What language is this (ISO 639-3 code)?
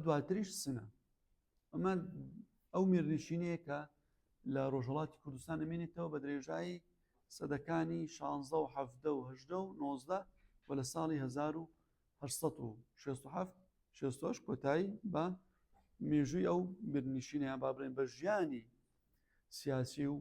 ckb